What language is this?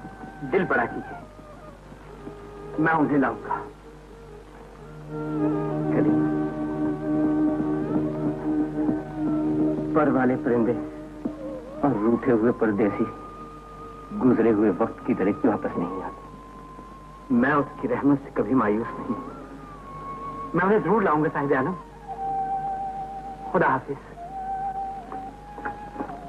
Hindi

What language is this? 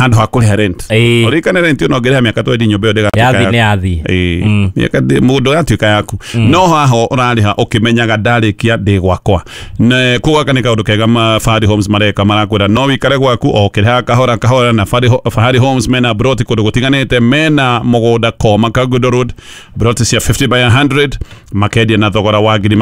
Kikuyu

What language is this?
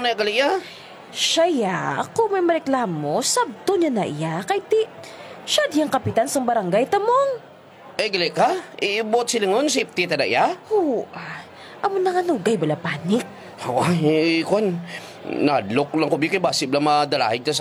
Hiligaynon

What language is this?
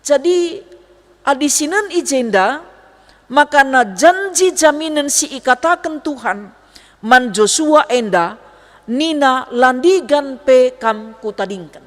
Batak Karo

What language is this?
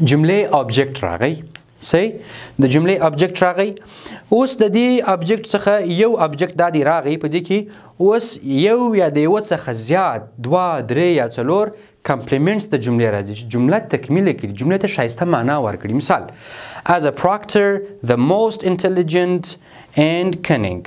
Pashto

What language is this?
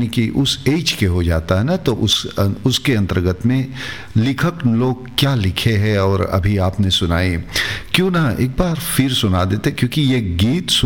Hindi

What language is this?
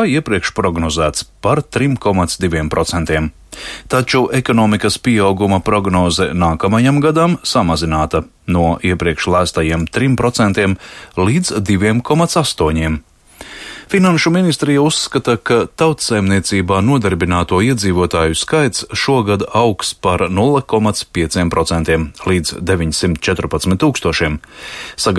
Latvian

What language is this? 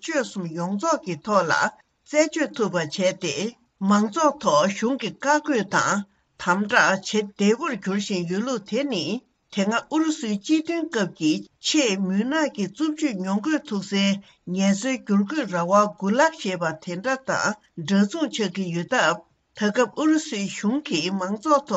Tibetan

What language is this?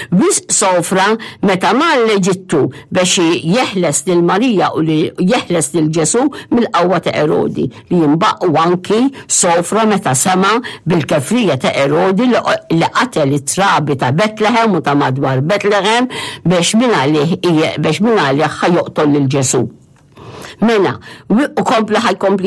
Maltese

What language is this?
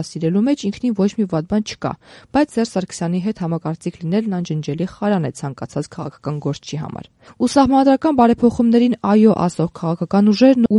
Armenian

